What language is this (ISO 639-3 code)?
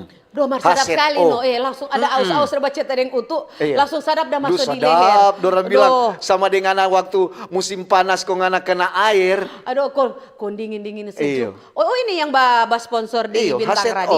xmm